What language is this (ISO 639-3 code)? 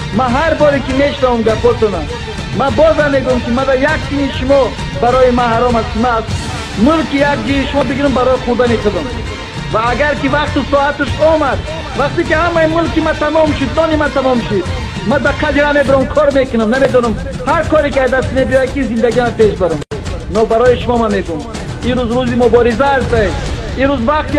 tgk